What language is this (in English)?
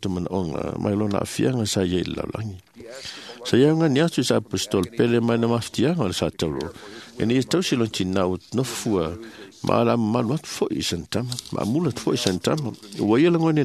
Samoan